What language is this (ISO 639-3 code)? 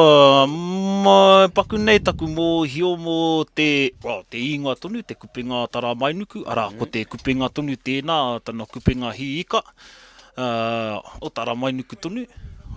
mri